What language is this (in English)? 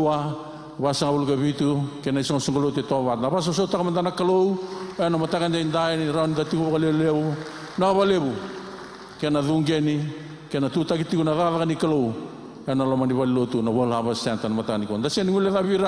Fijian